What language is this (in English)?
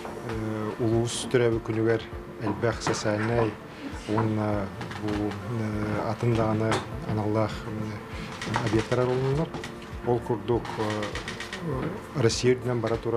Yakut